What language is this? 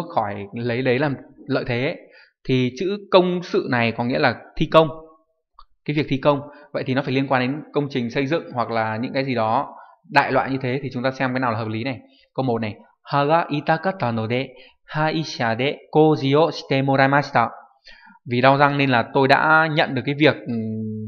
Vietnamese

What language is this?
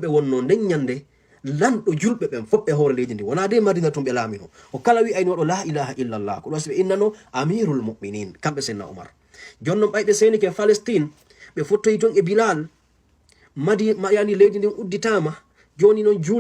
Fula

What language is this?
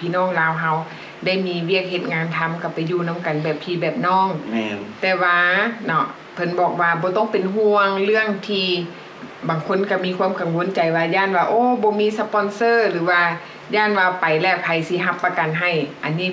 Lao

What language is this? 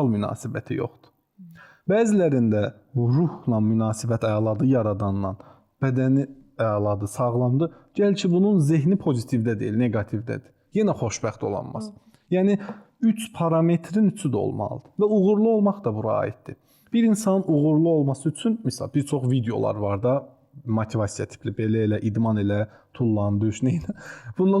Azerbaijani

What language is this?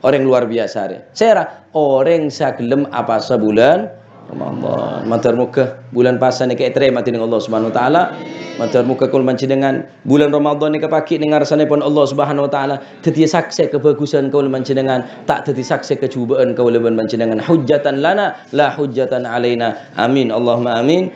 Madurese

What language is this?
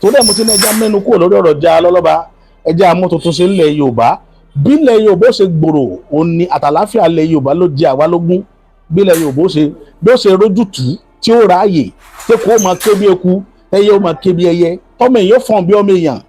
Yoruba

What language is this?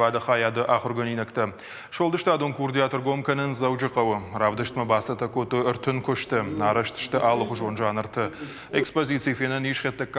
Ossetic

